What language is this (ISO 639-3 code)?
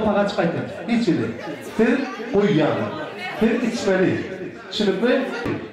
tuk